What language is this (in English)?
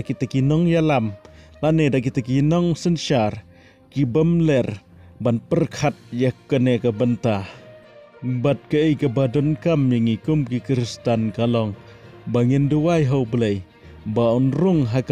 Khasi